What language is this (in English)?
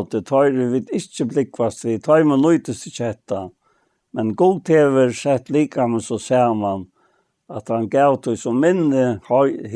Faroese